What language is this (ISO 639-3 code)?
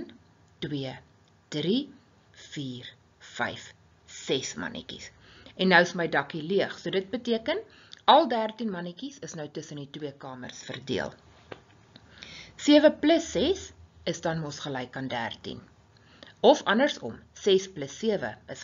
afr